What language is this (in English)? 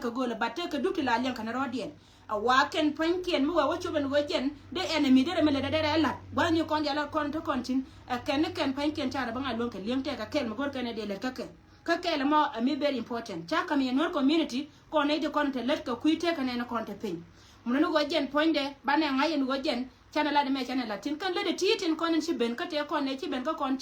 Nuer